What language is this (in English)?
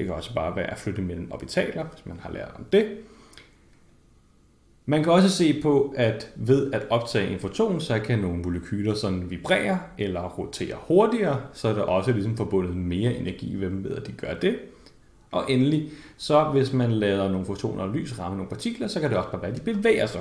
Danish